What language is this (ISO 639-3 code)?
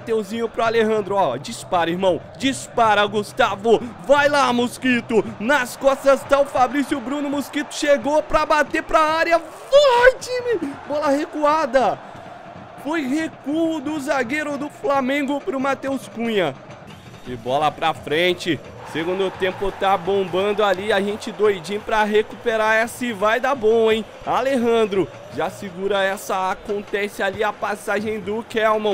por